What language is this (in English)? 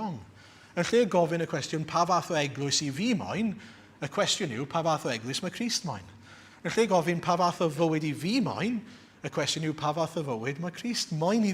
Welsh